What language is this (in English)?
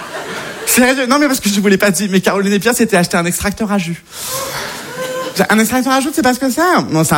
French